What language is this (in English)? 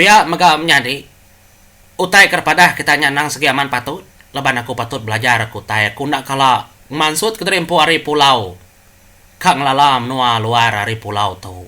Iban